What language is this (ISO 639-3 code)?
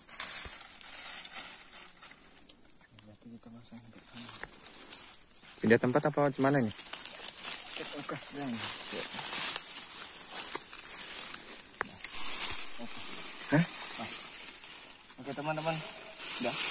ind